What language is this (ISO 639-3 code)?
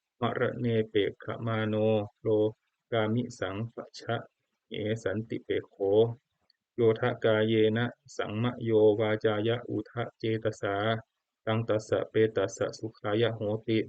pli